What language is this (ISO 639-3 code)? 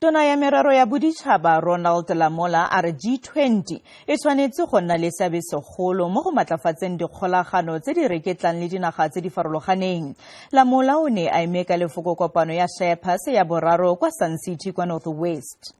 tsn